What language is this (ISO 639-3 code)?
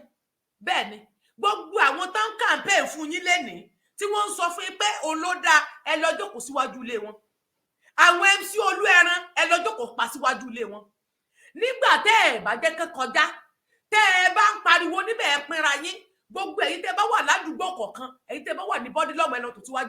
yor